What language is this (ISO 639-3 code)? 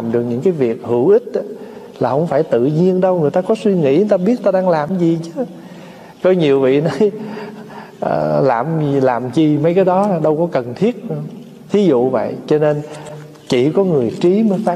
vie